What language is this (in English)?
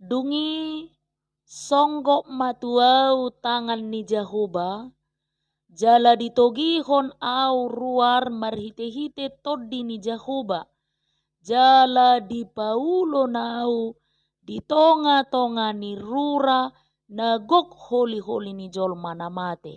Batak Toba